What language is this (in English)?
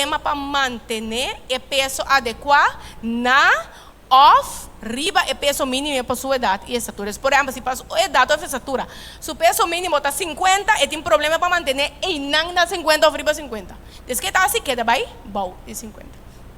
Papiamento